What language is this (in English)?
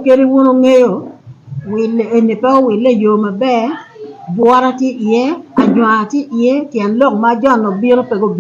Acoli